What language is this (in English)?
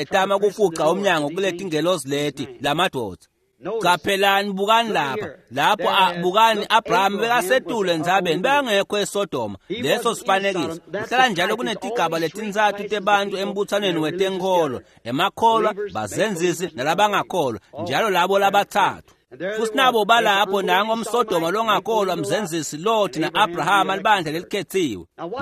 Swati